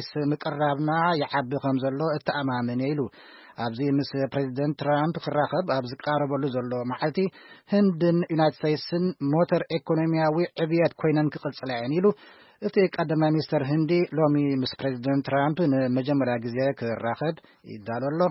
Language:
Tigrinya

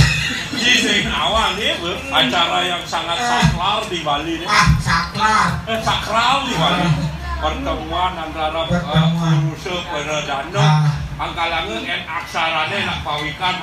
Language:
Balinese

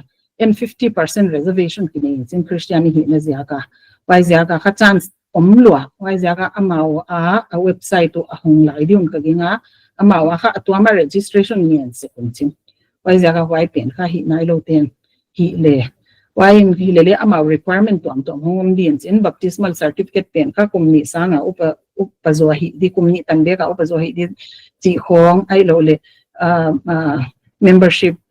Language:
Paite Chin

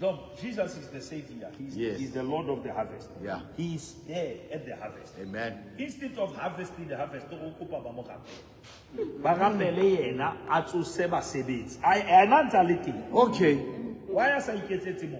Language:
Southern Sotho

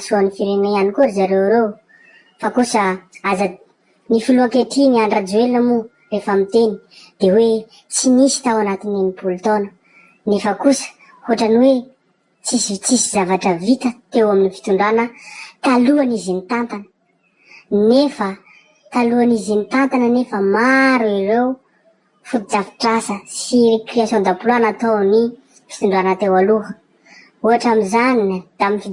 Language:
Malagasy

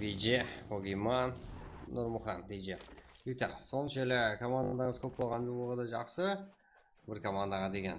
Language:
Kara-Kalpak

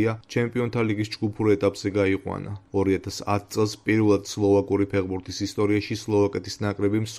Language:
Georgian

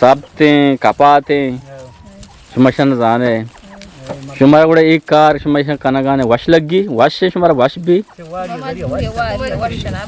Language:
Eastern Balochi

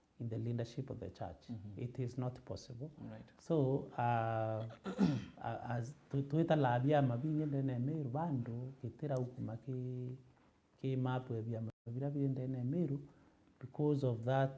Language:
Meru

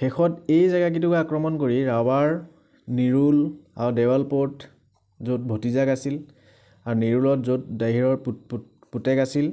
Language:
Assamese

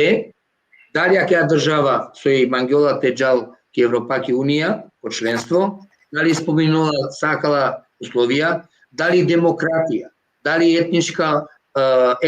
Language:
Balkan Romani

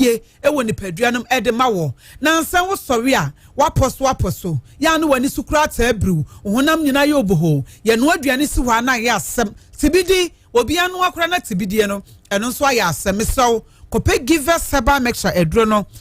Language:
Akan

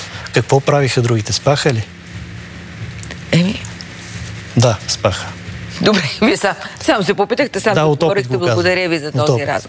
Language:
Bulgarian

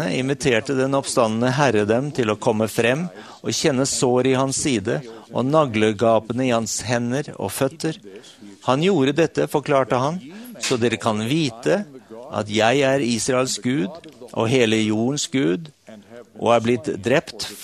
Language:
Norwegian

